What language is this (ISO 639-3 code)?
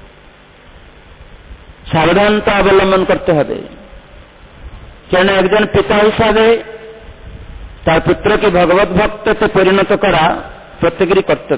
ben